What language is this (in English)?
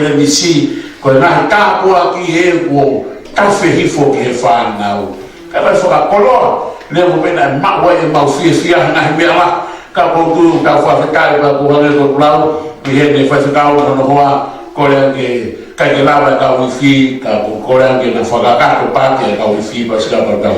Tongan